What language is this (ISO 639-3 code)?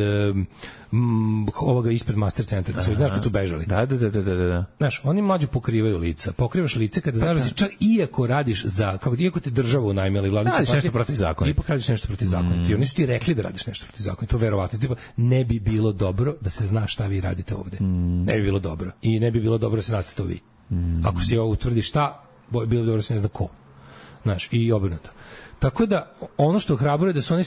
srp